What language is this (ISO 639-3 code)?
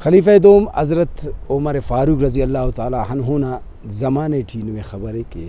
brh